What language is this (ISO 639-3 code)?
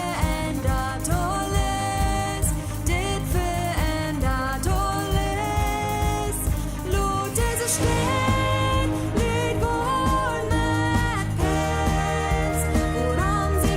pdt